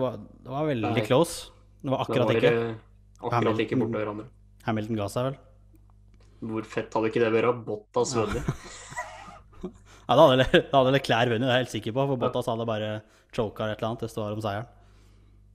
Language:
Norwegian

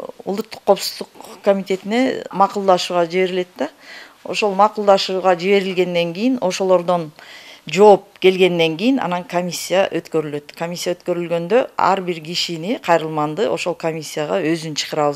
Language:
Kyrgyz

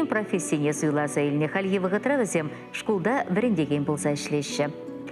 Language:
Chuvash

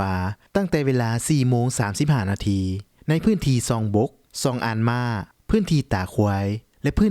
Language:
Lao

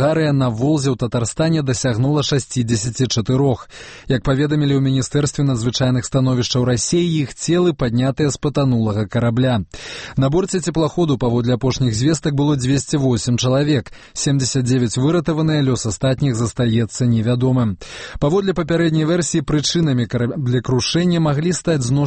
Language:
Belarusian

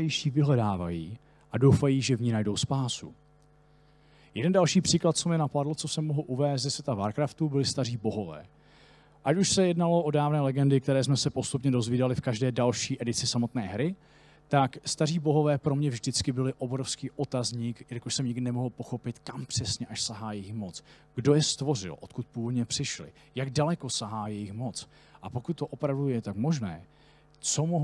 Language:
Czech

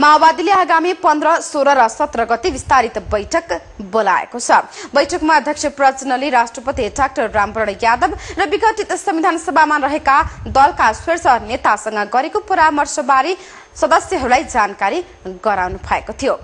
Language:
Nepali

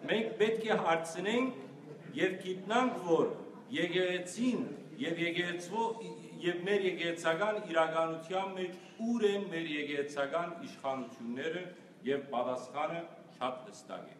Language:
Western Armenian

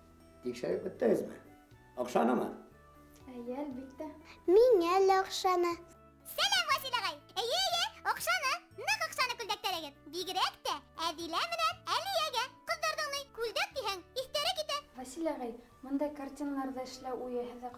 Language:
Bashkir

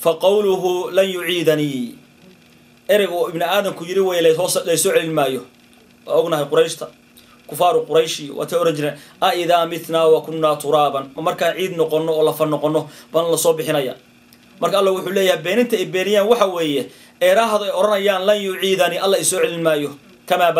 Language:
Somali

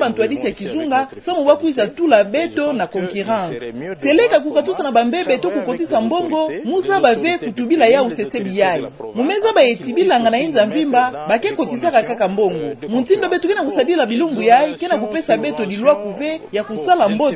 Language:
Kituba (Democratic Republic of Congo)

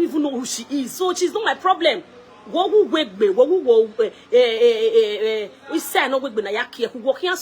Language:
Nigerian Pidgin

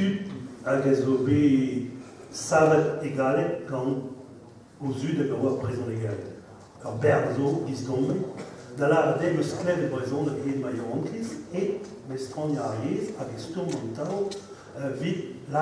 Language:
Breton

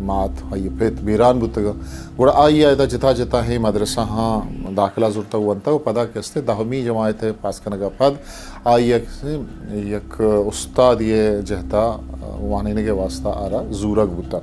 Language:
Eastern Balochi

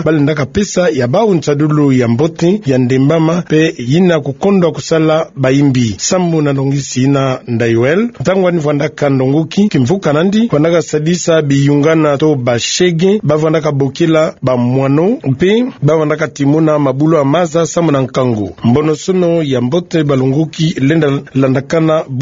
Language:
Kituba (Democratic Republic of Congo)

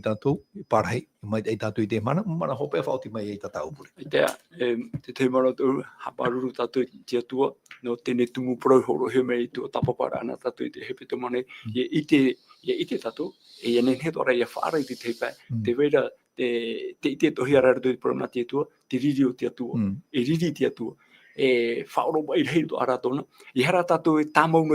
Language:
Tahitian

